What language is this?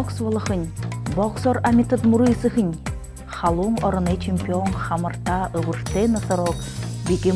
Buriat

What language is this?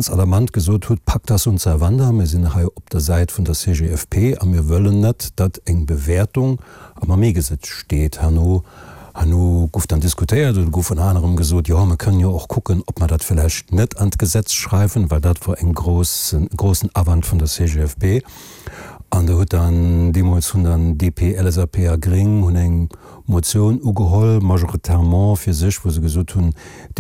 Luxembourgish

